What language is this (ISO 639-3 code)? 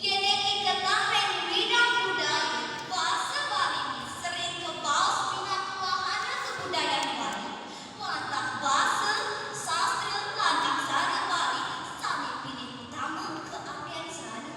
ban